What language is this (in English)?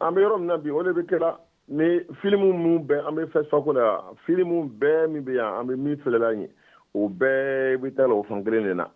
Bambara